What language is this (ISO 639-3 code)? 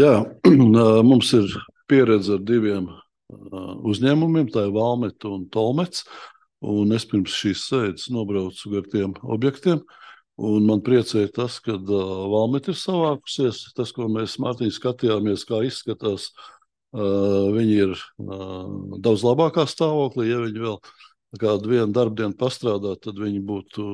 lav